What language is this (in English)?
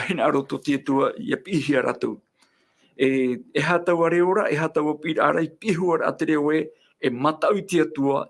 Tahitian